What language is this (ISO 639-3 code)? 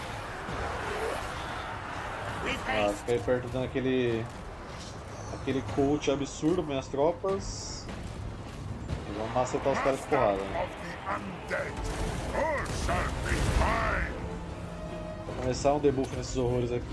por